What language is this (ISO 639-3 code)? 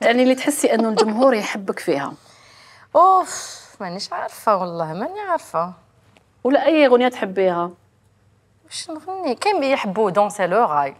arq